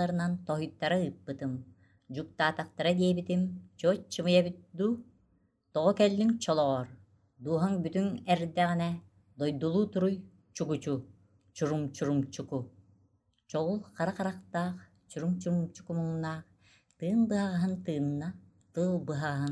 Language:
Yakut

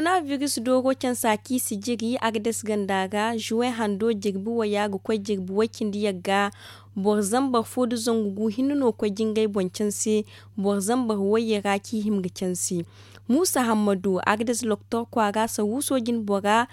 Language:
Zarma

